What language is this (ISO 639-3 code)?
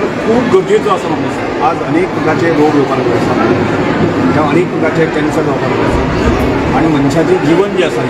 kok